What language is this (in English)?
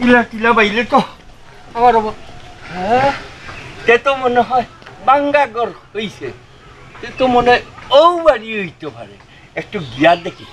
Sylheti